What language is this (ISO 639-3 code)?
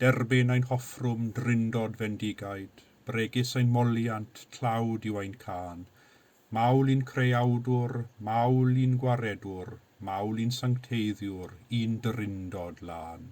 cym